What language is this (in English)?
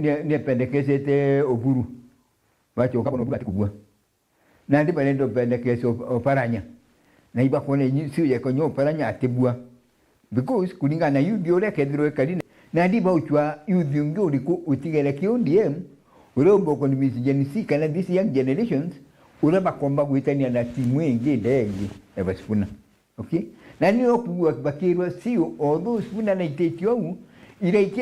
Meru